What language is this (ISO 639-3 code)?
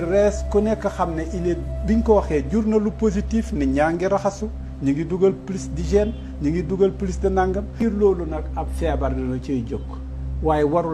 wol